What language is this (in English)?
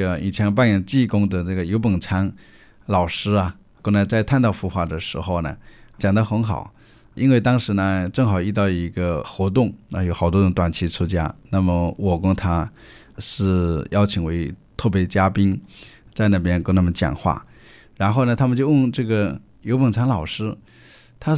Chinese